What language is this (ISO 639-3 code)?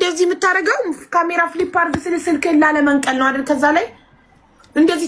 amh